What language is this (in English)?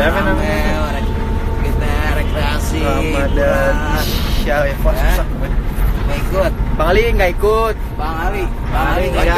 Betawi